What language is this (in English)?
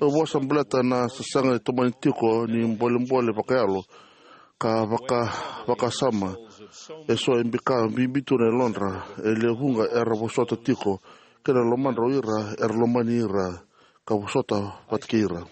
Fijian